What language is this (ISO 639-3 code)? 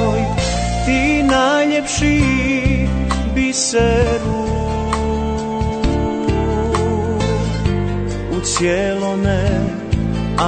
bos